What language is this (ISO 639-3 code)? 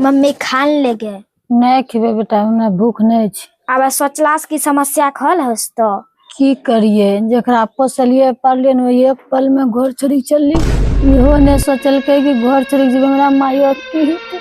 anp